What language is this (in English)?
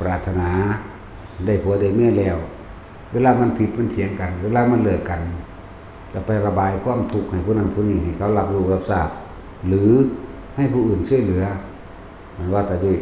Northeastern Thai